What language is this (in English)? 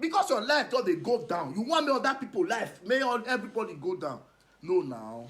Nigerian Pidgin